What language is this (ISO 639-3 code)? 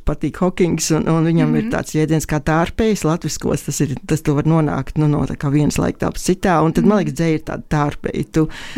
lav